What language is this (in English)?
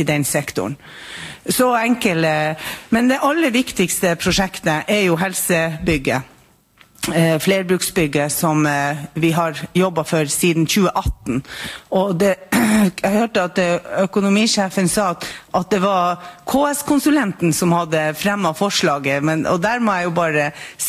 Norwegian